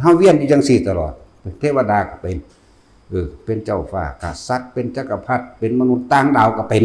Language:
Northeastern Thai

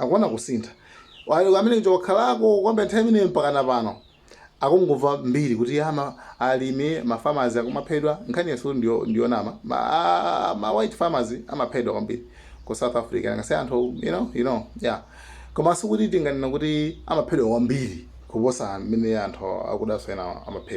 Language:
Nyanja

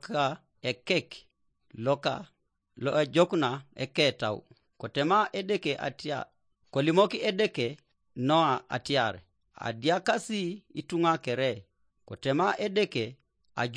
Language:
Teso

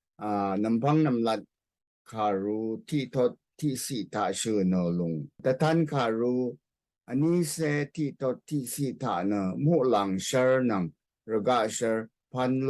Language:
Rawang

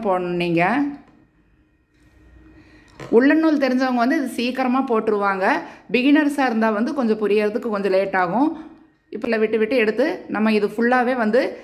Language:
Tamil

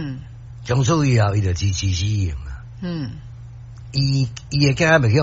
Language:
Min Nan Chinese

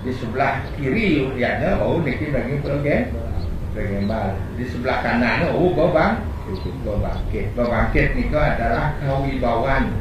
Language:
Balinese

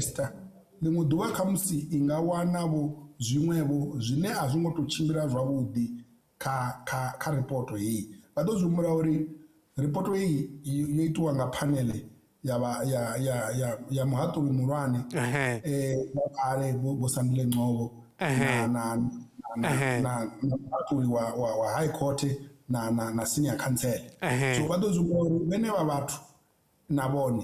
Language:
Venda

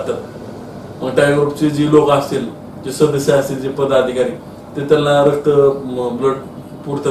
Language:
Marathi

